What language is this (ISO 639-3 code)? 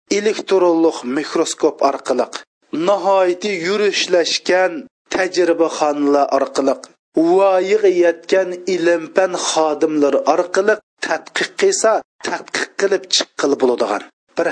uig